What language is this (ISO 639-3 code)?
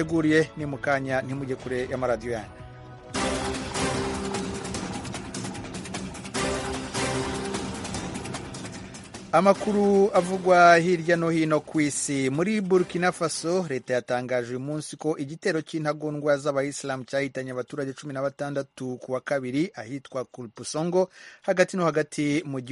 kin